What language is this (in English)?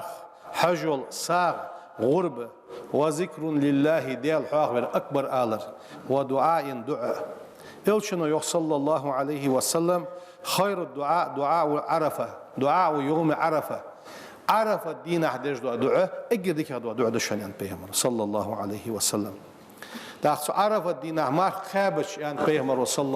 Ingush